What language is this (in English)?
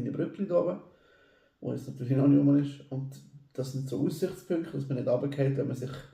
Swiss German